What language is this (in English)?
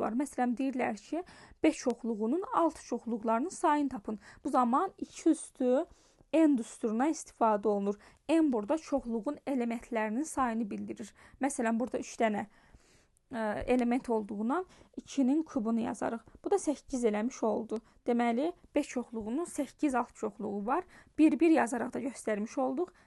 Azerbaijani